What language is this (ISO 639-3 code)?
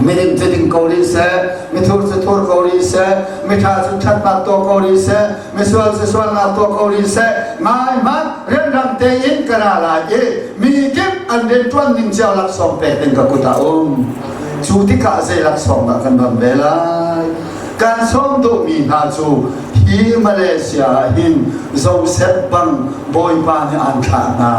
cnh